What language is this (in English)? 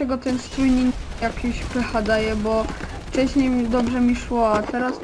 Polish